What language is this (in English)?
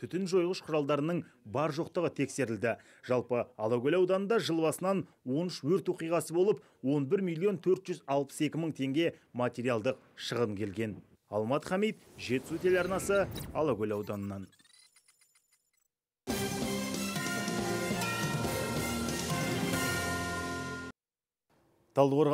Kazakh